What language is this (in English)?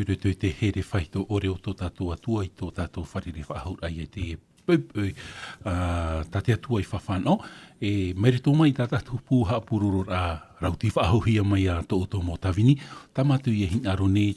Tahitian